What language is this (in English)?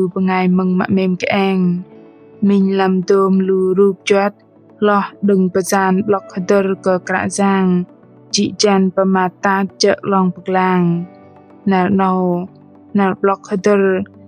Bahnar